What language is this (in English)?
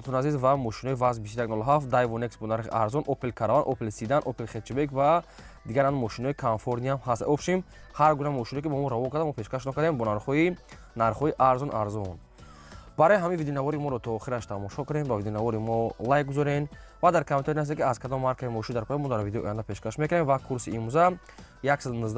Tajik